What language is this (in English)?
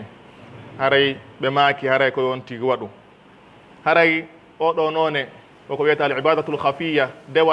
Pular